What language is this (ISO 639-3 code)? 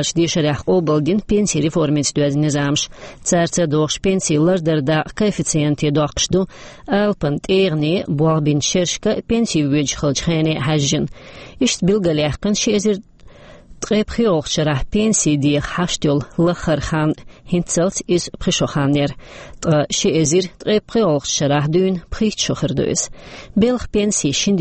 che